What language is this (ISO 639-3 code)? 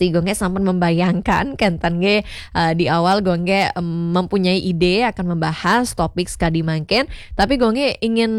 ban